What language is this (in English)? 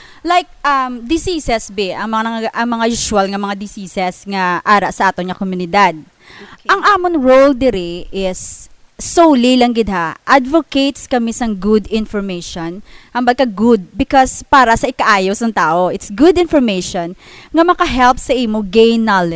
Hiligaynon